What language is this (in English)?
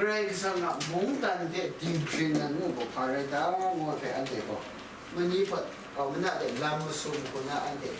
Kachin